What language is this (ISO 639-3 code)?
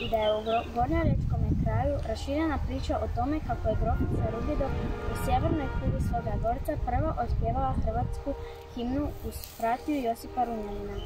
hrv